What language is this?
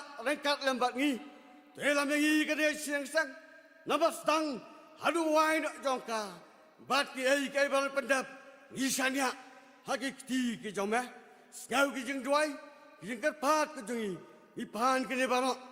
Khasi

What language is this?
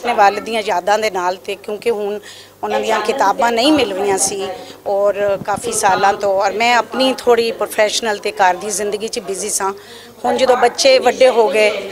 Western Panjabi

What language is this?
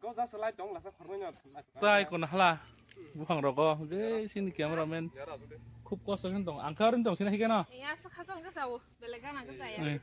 Kok Borok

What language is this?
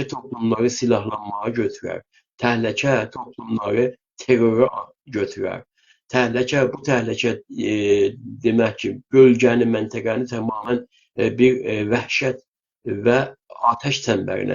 South Azerbaijani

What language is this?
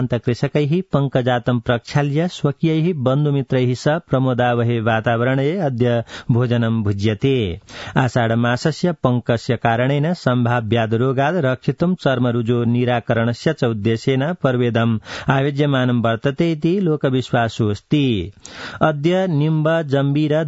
Sanskrit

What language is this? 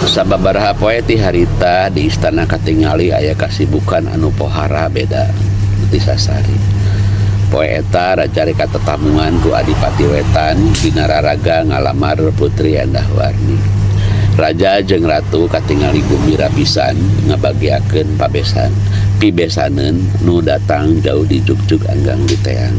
Sundanese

